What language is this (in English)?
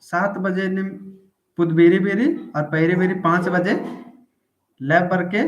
Kurukh